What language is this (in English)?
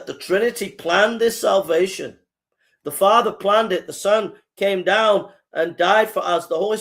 English